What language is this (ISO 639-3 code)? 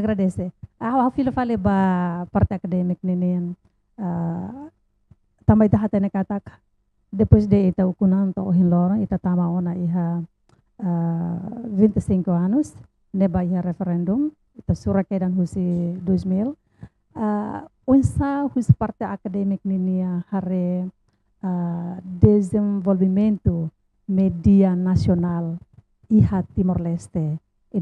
tet